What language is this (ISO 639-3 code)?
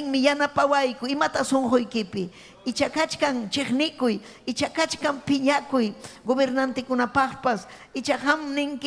quy